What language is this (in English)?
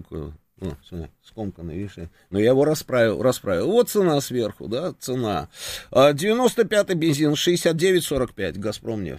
Russian